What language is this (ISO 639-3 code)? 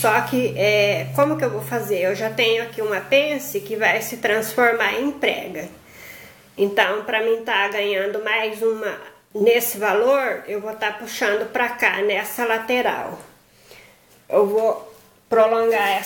por